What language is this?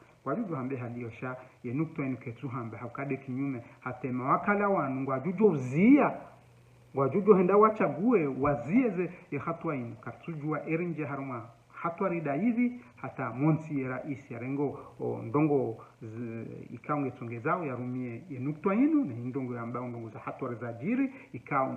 Ngazidja Comorian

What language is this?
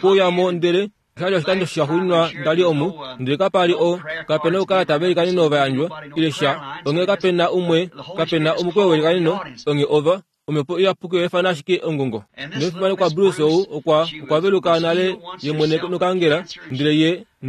Kuanyama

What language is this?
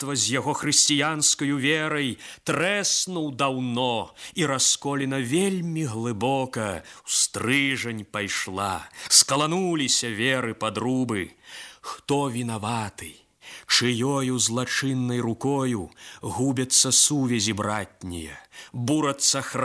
Belarusian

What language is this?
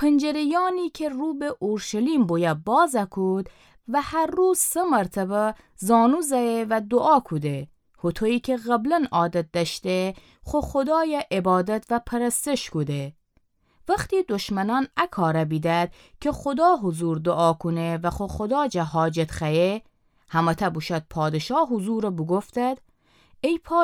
Gilaki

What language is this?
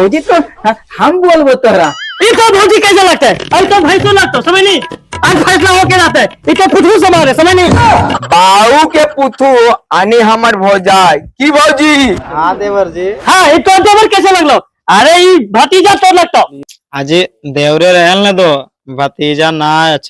Magahi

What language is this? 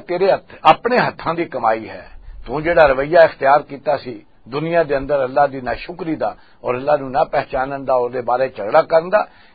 Western Panjabi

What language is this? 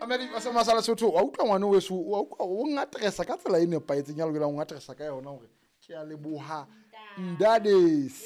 Southern Sotho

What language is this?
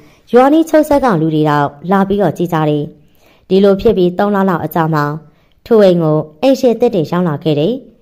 Burmese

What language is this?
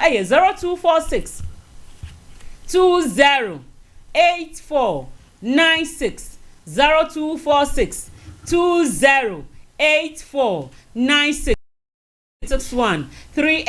Akan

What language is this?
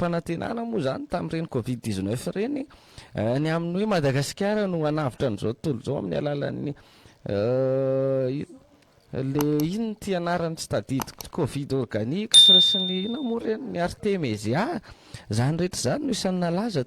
Malagasy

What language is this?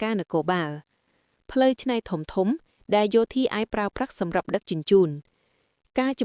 Khmer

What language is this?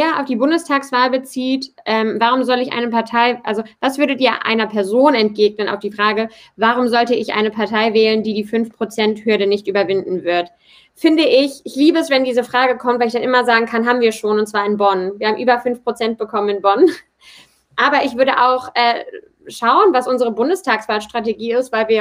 German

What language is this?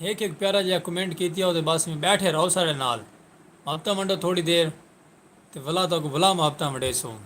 Saraiki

